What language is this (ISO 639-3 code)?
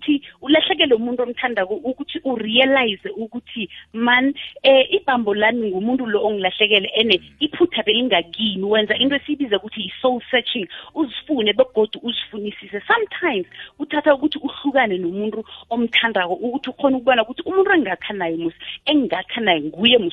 nbl